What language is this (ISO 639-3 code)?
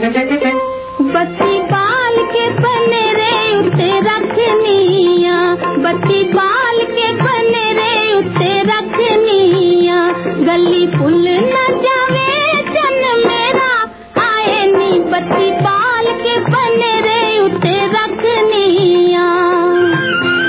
pan